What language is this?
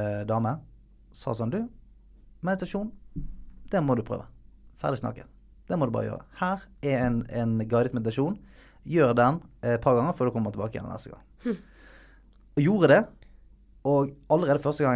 Norwegian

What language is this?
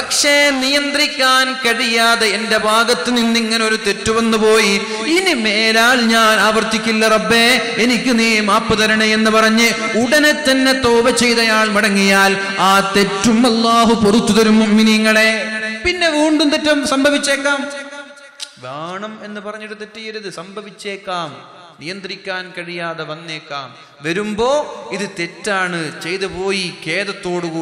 Malayalam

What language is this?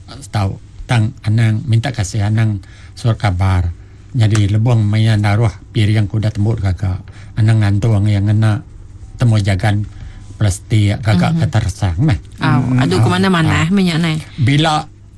Iban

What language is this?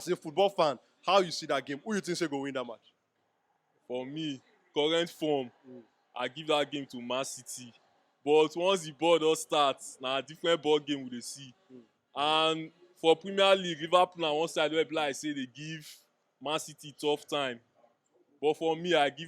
Nigerian Pidgin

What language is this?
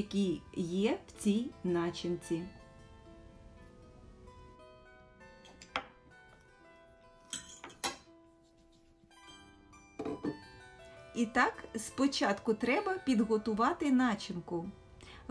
Ukrainian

